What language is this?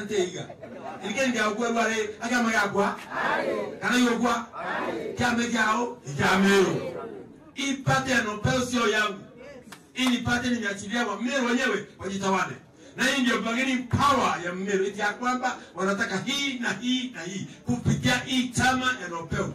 Meru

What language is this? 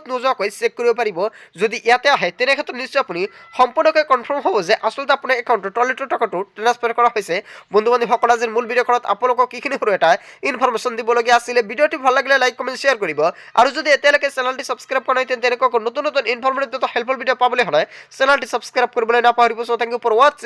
Assamese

